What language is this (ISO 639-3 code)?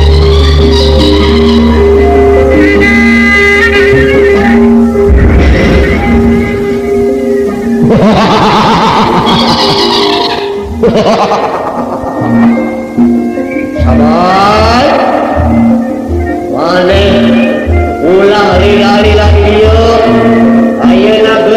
sun